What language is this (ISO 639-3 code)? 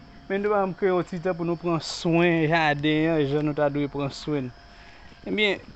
hat